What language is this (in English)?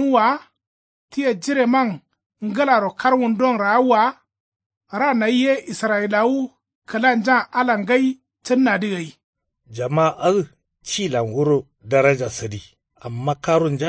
Kanuri